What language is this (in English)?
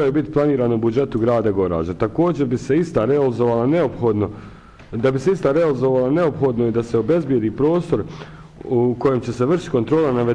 Bosnian